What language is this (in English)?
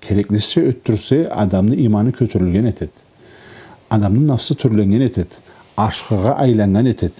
Karachay-Balkar